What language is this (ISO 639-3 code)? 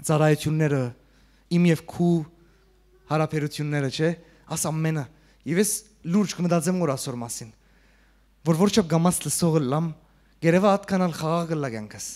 hyw